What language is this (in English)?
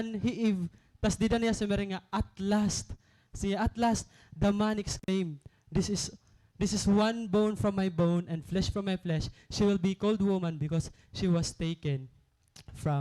Waray